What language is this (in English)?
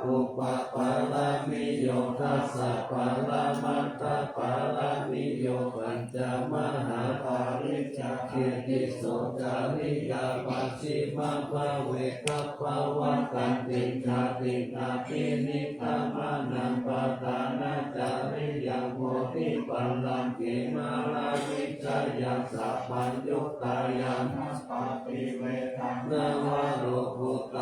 Pali